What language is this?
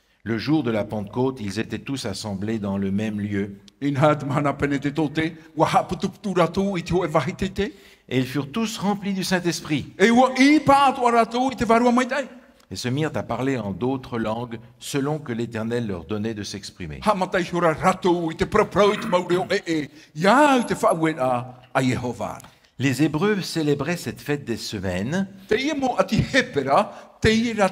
Tahitian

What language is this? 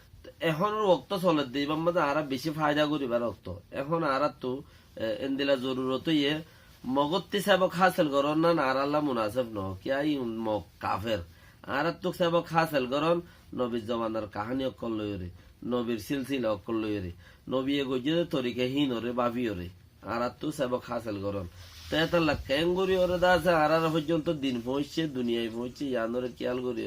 Rohingya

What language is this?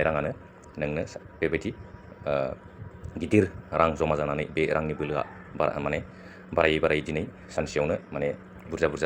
Bodo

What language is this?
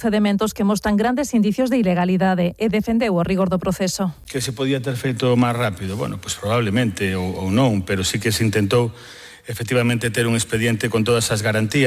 Galician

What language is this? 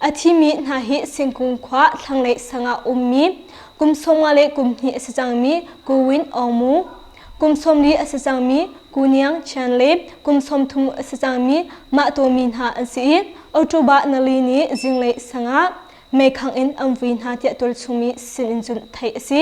Hakha Chin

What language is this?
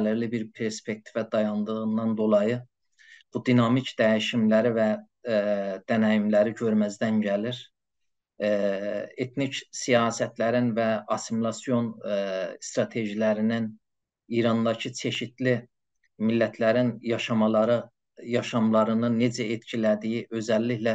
South Azerbaijani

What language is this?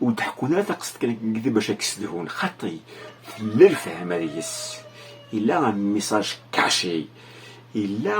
Kabyle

